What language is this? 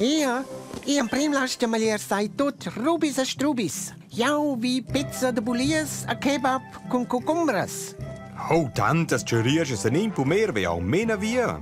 Romansh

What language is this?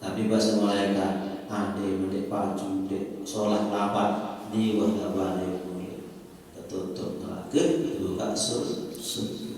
Sasak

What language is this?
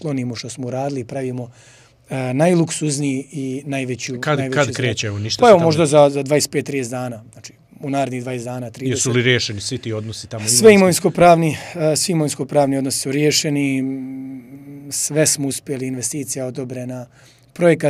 Serbian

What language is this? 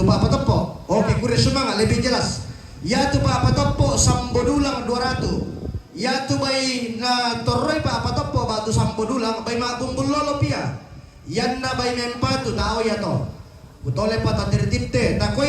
Toraja-Sa'dan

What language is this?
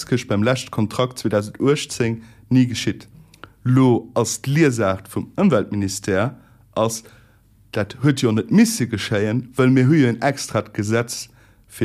Luxembourgish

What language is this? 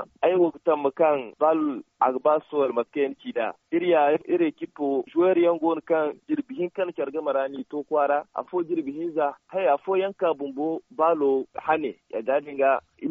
Zarma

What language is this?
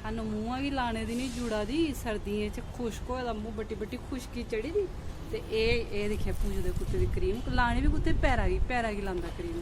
Dogri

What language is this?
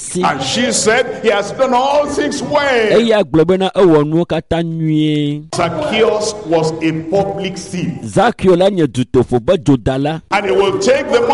Ewe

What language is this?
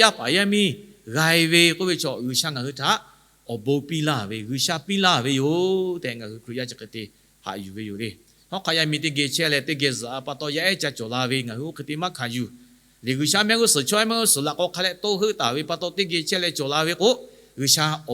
Lahu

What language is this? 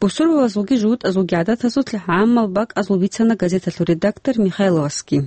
Avaric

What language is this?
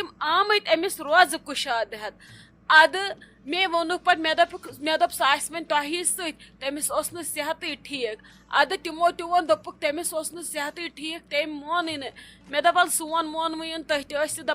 Kashmiri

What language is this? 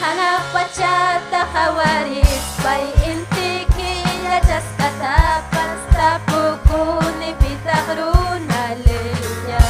Ayacucho Quechua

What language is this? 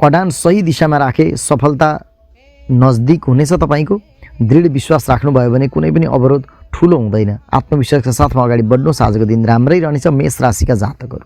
Nepali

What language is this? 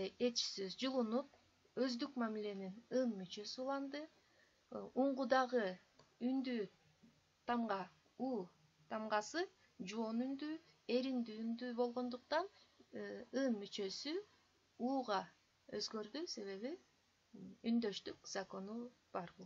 Kyrgyz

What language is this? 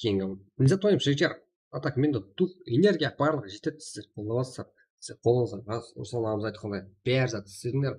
Kara-Kalpak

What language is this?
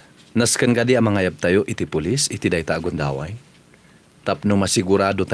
Iloko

